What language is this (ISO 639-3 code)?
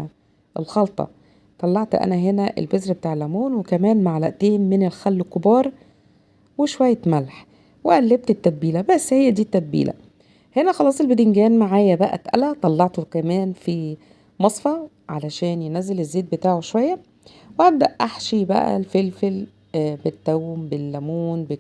arz